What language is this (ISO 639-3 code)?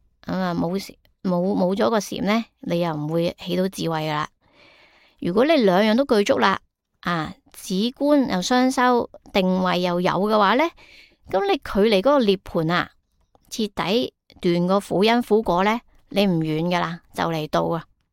yue